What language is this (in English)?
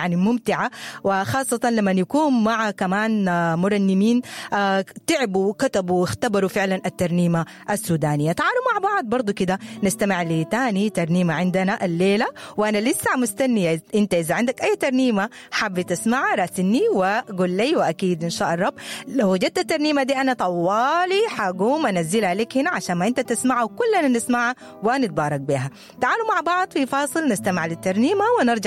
Sudanese Arabic